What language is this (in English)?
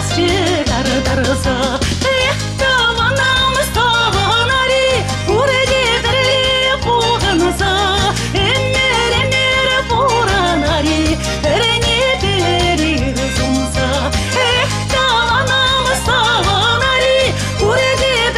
Chuvash